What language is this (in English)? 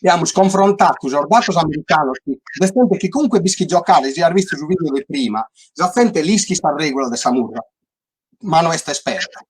Sardinian